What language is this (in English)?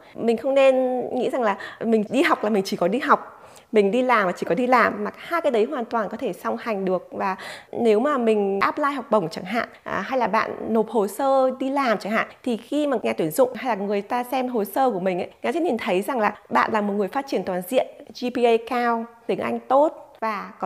Vietnamese